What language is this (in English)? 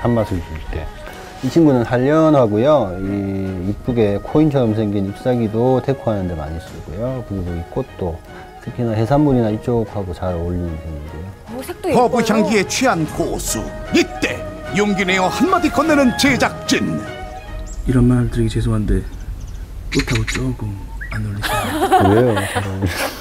Korean